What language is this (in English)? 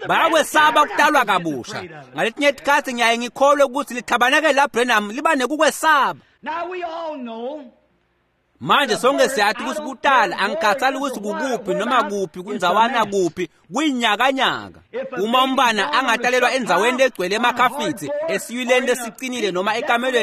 Swati